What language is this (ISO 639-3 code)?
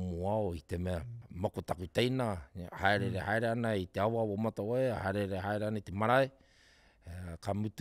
mri